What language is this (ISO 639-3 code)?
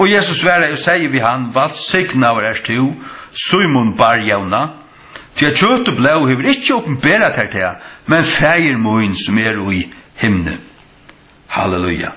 fao